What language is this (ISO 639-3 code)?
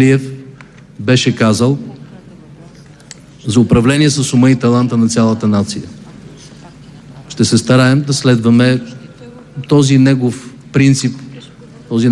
bul